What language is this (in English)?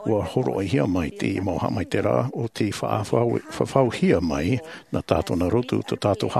Tahitian